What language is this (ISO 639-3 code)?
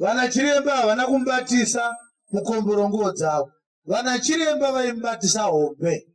sna